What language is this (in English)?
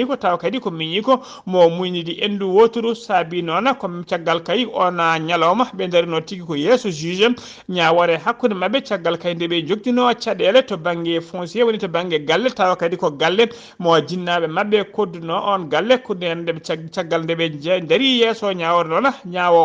Fula